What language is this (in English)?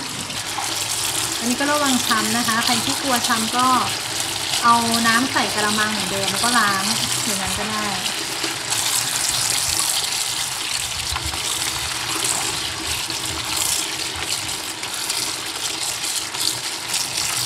Thai